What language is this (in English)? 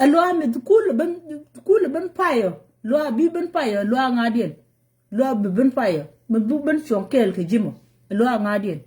Nuer